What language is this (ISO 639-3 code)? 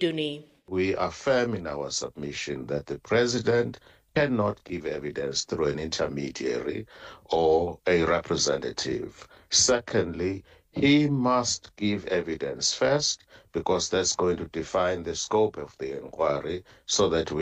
afr